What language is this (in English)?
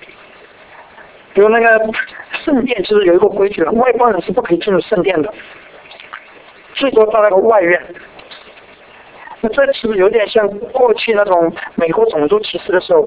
Chinese